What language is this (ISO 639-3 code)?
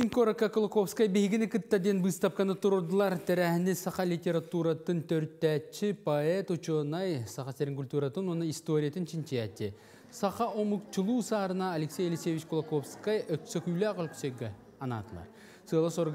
sah